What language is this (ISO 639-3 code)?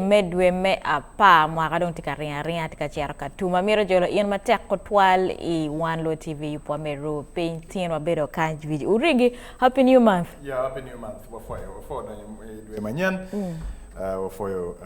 ach